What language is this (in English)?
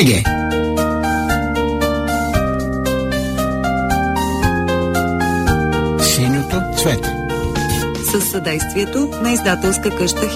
Bulgarian